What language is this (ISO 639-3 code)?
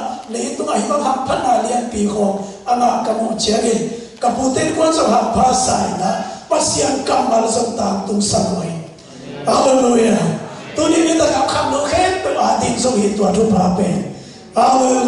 ctd